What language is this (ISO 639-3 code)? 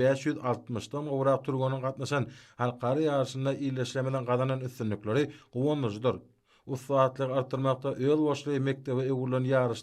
tuk